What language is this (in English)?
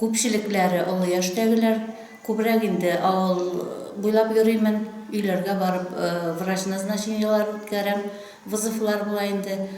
Tatar